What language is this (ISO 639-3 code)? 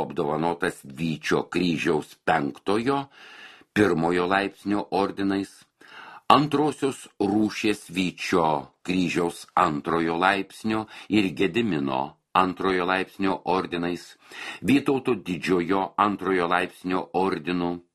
lit